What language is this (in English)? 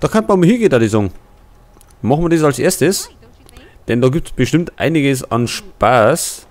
Bavarian